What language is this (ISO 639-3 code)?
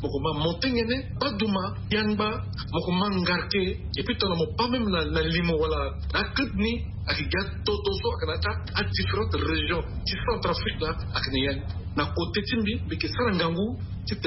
sag